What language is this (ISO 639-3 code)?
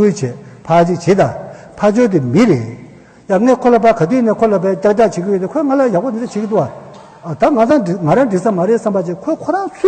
bod